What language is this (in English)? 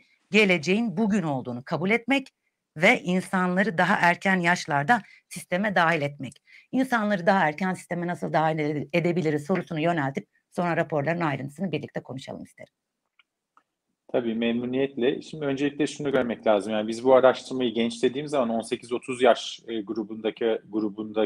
Turkish